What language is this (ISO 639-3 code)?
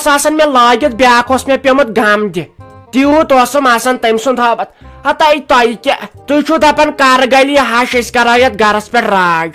kas